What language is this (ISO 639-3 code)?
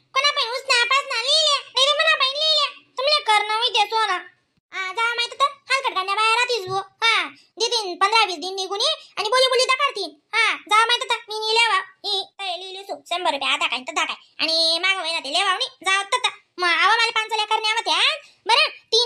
khn